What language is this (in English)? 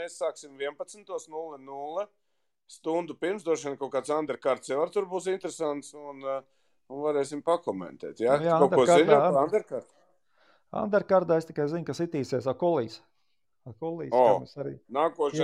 Latvian